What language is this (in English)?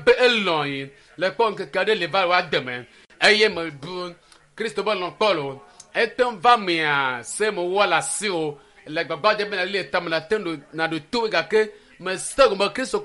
Ewe